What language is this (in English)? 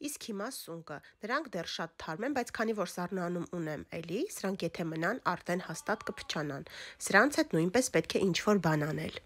Armenian